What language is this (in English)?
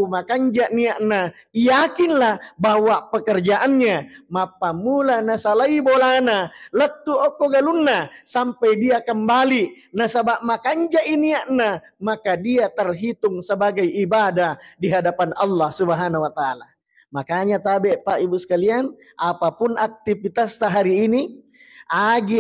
Buginese